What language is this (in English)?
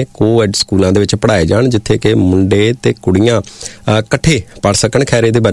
Punjabi